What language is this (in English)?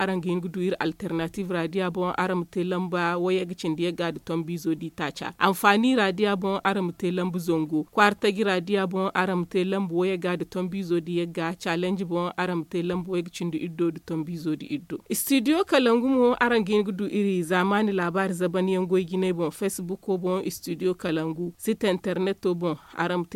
Zarma